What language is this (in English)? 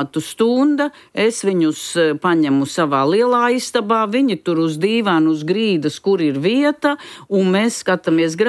Latvian